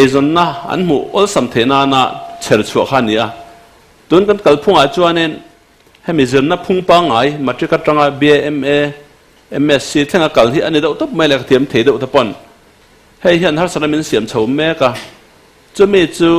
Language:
Mizo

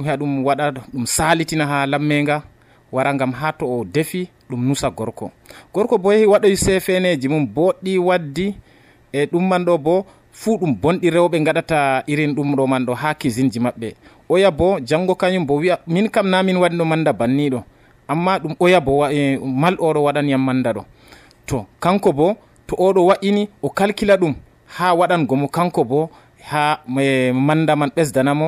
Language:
Nigerian Fulfulde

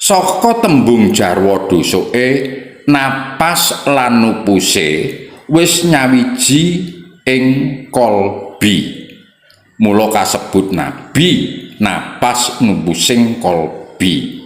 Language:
Javanese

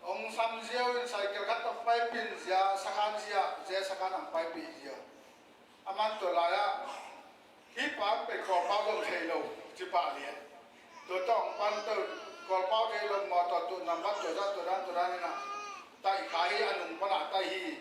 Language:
Tedim Chin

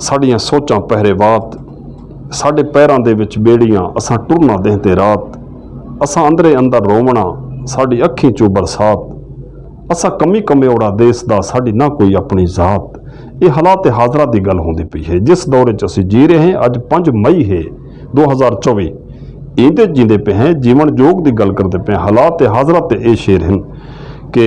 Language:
Western Panjabi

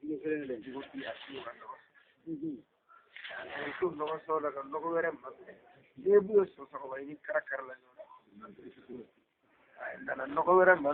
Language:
Bambara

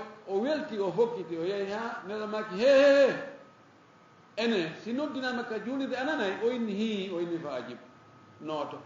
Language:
Fula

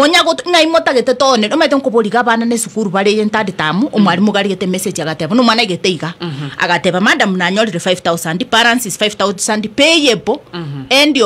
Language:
Gusii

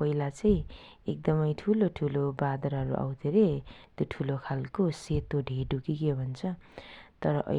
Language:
Nepali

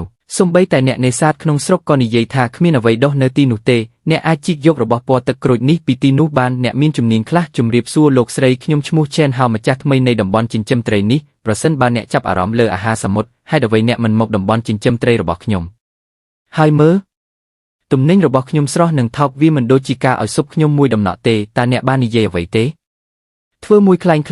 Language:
Khmer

